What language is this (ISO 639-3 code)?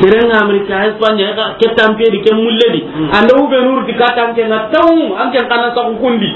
snk